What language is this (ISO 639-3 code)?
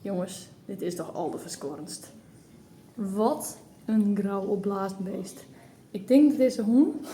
fry